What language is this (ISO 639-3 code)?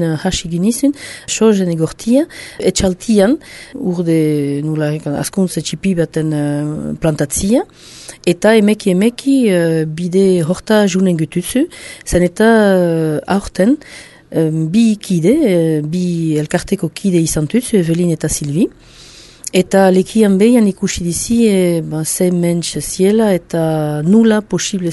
eus